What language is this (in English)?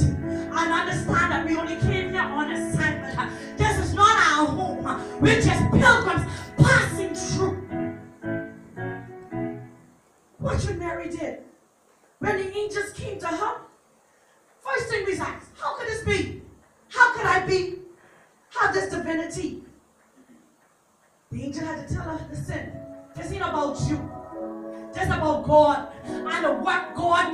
English